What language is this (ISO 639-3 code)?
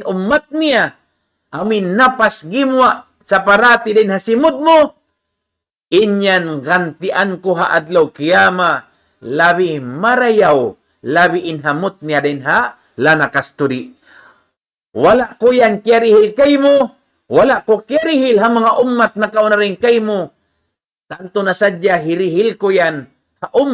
tsg